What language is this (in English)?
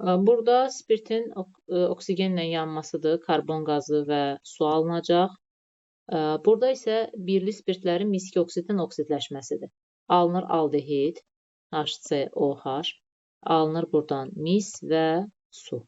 Azerbaijani